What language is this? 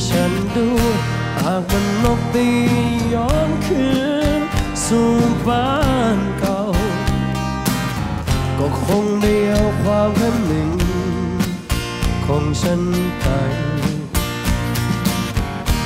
Thai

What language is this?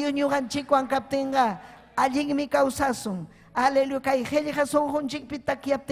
Ayacucho Quechua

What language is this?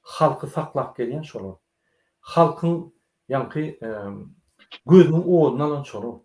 Turkmen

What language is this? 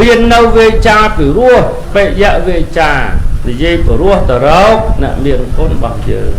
Khmer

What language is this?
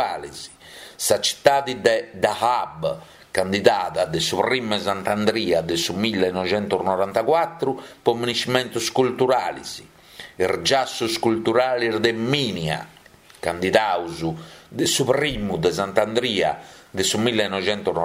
Sardinian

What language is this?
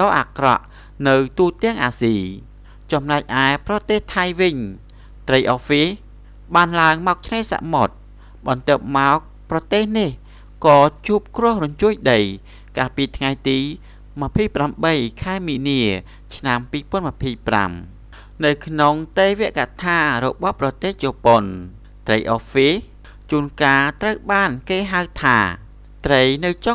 Khmer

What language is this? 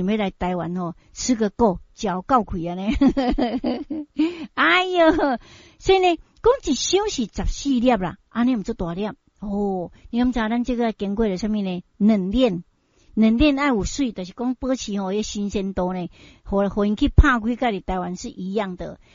Min Nan Chinese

